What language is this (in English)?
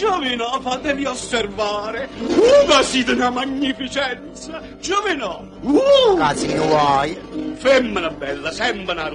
Neapolitan